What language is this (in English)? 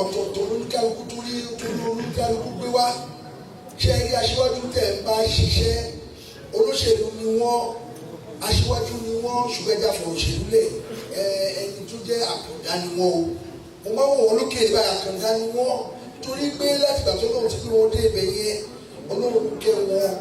Yoruba